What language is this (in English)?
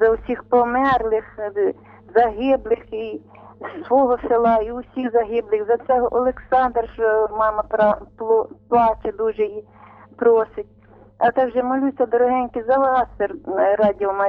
Ukrainian